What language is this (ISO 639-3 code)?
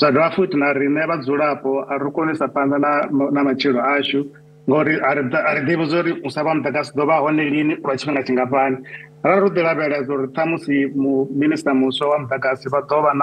ven